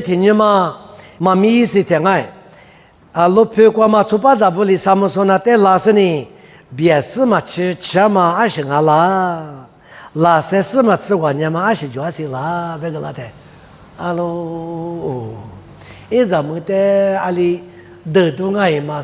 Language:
Lisu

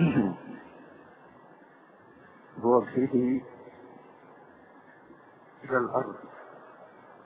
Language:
Egyptian Arabic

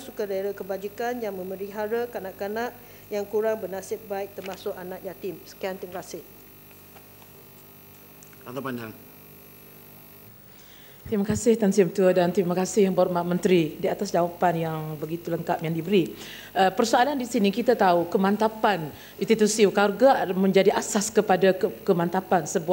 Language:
Malay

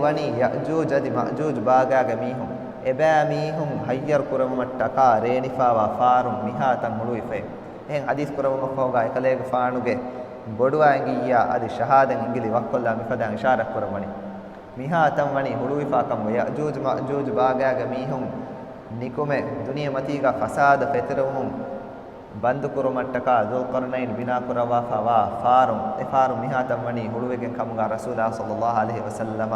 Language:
Divehi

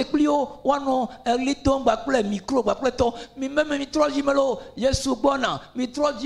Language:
Ewe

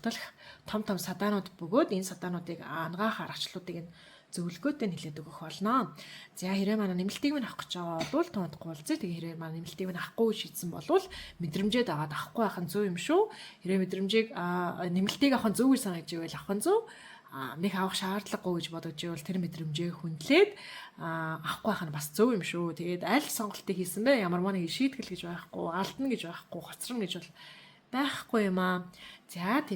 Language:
Mongolian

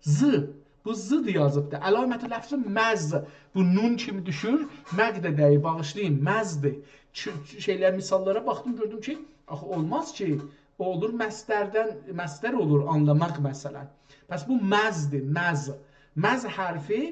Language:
South Azerbaijani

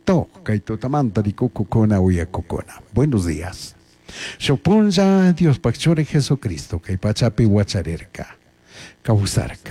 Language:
Chimborazo Highland Quichua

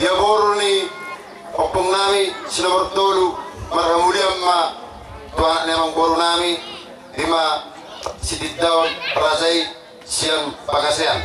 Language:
Batak Toba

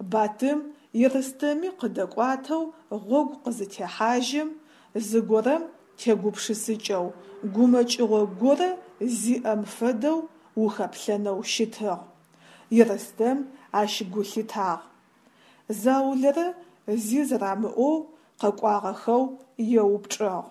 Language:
Adyghe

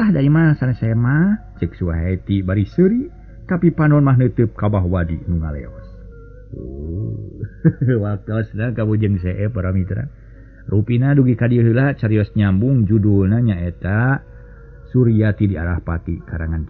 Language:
Sundanese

